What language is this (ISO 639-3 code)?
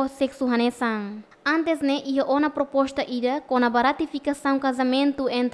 tet